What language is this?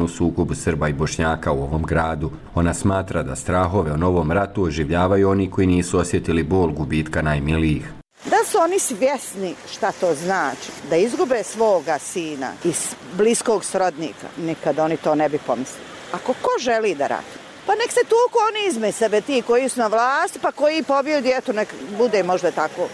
Bosnian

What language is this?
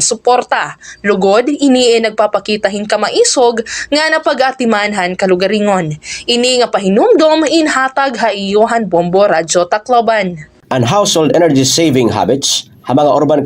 Waray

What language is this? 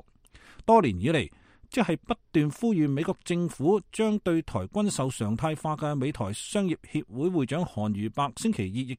Cantonese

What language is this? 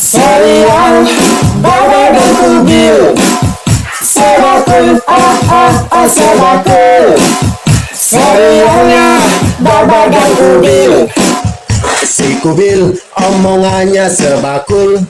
Betawi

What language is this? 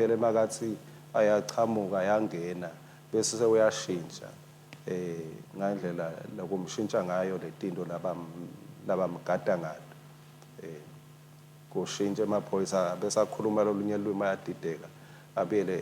Swati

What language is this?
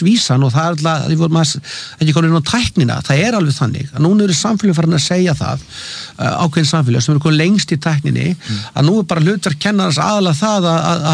Icelandic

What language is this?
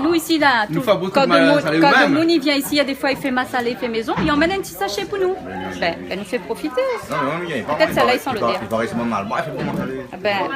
Réunion Creole French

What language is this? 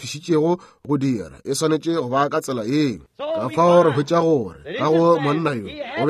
Northern Sotho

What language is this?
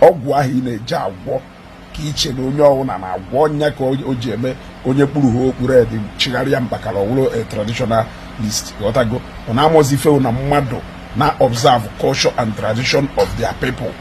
Igbo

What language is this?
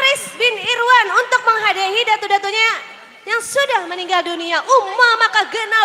Banjar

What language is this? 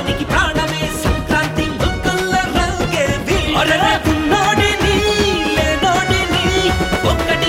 Telugu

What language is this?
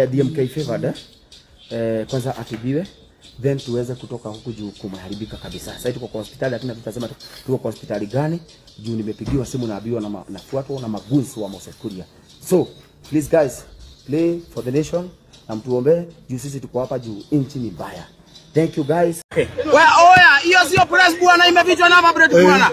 Kikuyu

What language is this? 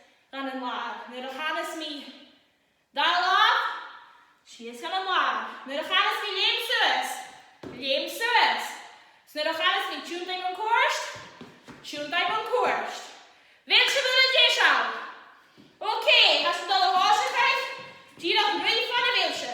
Scottish Gaelic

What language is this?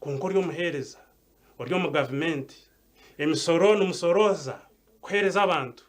Nyankole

